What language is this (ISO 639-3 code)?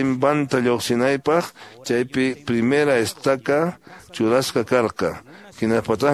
que